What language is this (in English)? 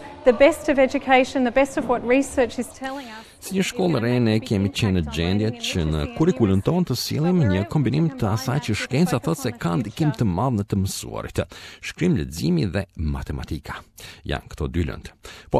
Albanian